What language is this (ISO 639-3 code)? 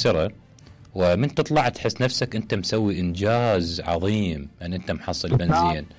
acm